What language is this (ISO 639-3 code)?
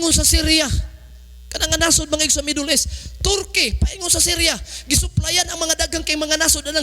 ceb